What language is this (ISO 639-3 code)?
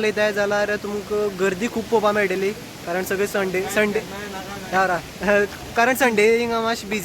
kok